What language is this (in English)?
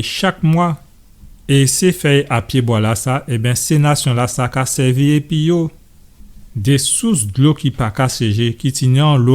Guadeloupean Creole French